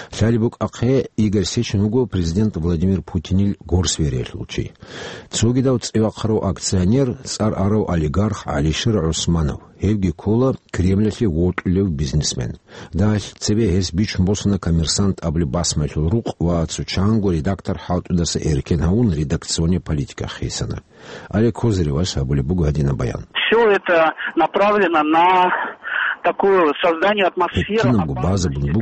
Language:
Avaric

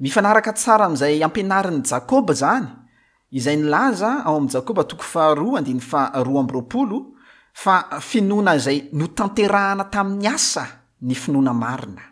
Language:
Malagasy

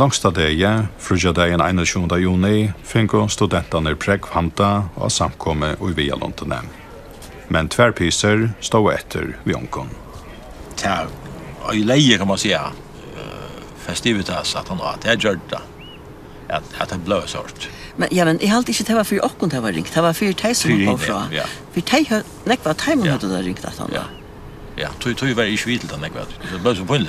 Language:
Faroese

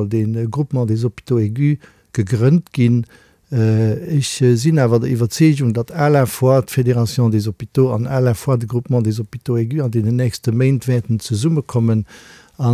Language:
Luxembourgish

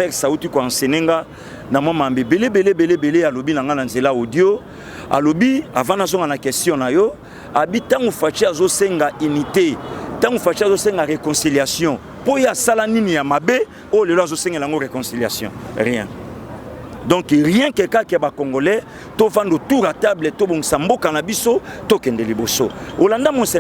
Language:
Lingala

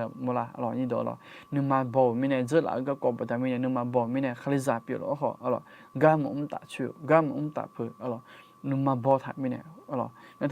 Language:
Akha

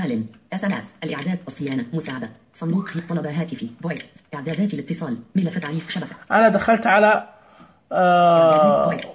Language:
Najdi Arabic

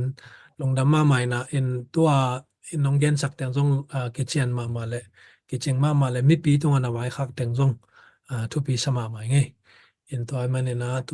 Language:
Tedim Chin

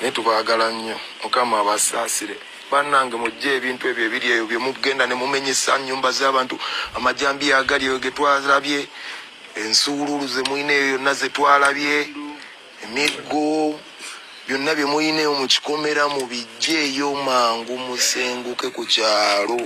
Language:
Ganda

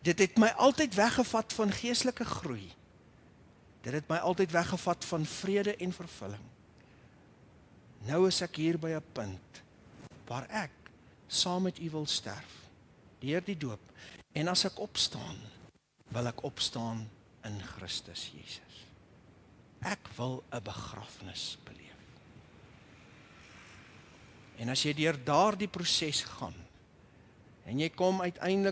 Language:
Afrikaans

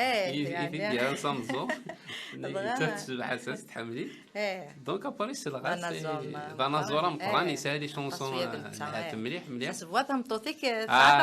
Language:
Kabyle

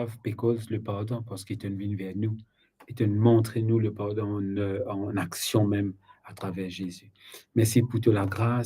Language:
Morisyen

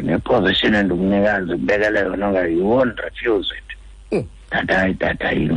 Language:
Xhosa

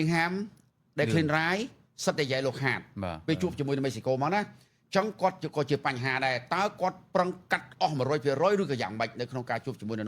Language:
Khmer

